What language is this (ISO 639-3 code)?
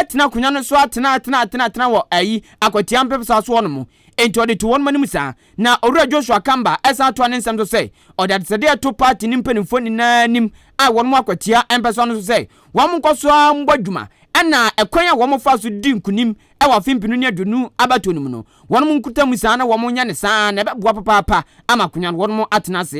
aka